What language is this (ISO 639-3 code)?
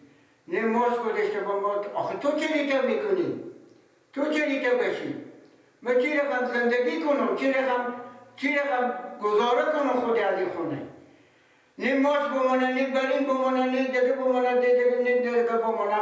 fas